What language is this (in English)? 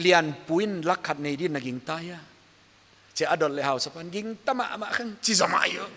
Paite Chin